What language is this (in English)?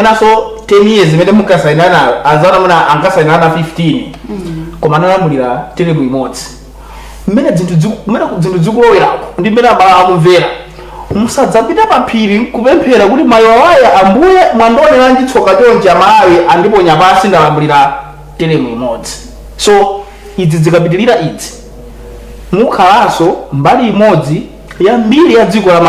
Nyanja